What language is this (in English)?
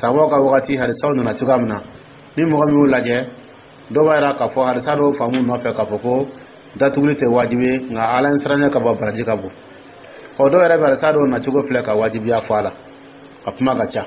Dyula